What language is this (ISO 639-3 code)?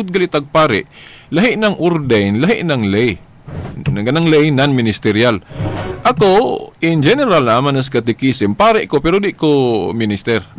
ceb